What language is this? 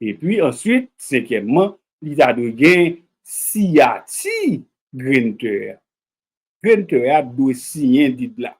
Haitian Creole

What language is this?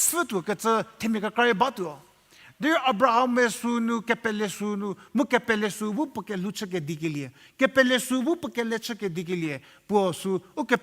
Angami Naga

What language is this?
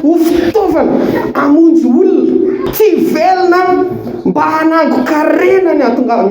Malagasy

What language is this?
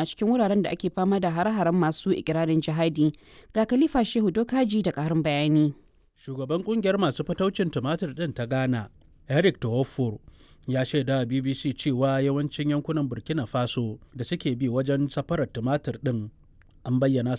Hausa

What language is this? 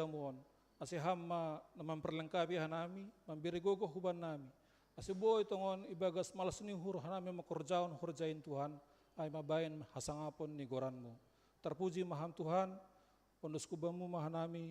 Batak Simalungun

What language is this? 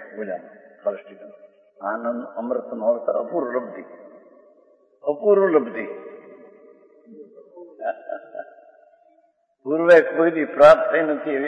Gujarati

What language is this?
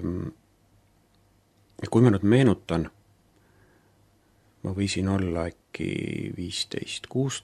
Estonian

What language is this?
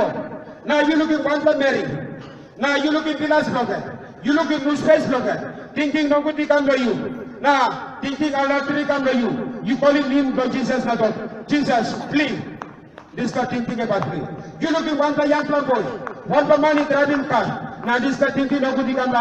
Tok Pisin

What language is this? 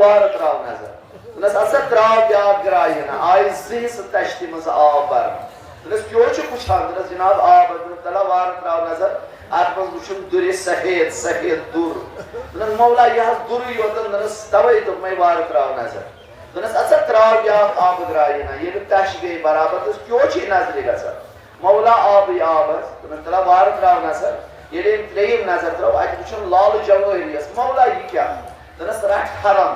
Kashmiri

